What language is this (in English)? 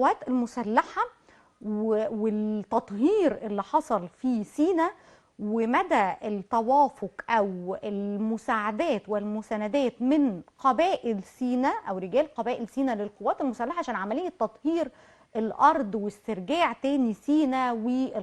Egyptian Arabic